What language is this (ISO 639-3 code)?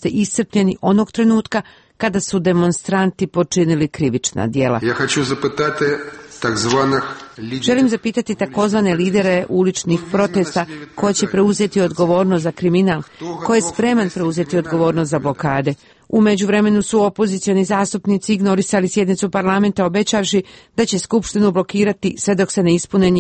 hrv